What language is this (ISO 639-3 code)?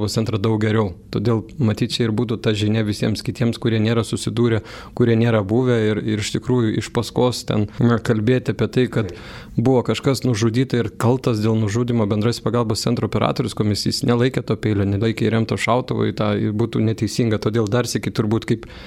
lit